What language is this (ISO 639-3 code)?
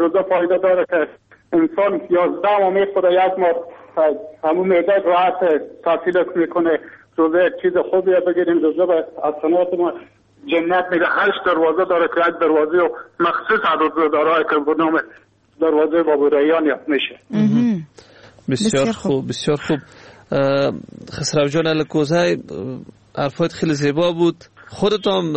fas